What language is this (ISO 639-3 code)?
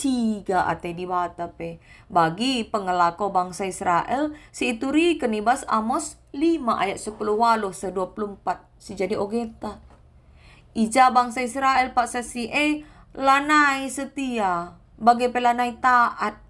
btx